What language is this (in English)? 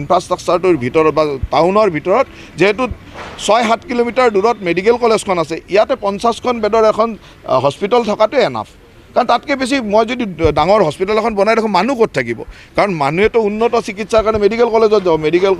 Assamese